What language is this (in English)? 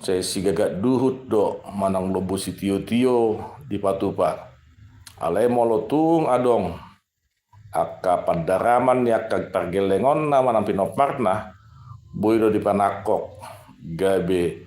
Batak Toba